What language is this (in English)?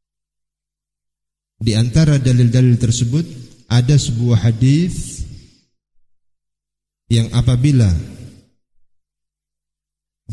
Indonesian